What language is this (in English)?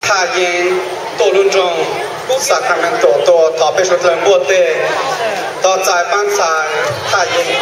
Hmong